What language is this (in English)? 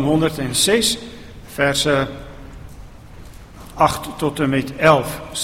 Afrikaans